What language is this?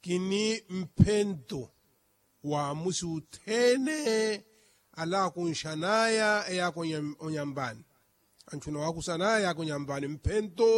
Makhuwa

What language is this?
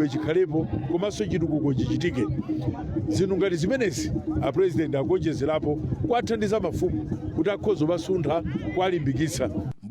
Nyanja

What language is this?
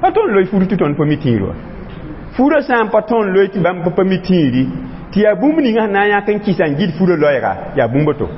Mossi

